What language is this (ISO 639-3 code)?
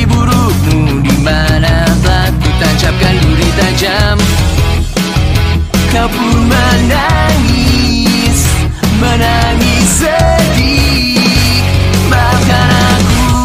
ind